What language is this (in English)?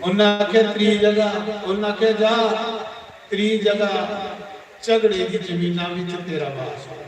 Dogri